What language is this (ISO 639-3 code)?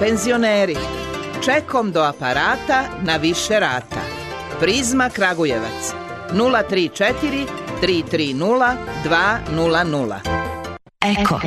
srp